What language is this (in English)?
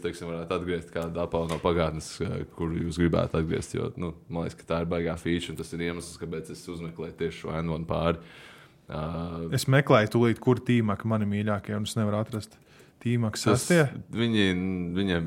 Latvian